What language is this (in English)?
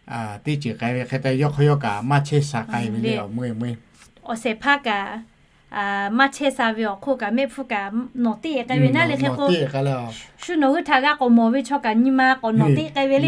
Lahu